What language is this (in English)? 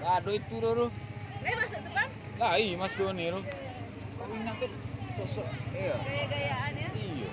Minangkabau